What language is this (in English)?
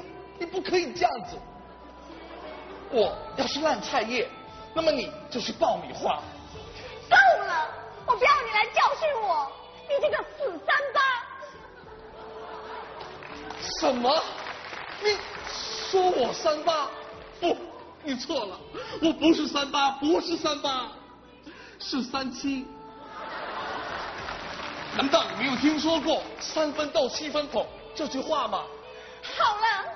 Chinese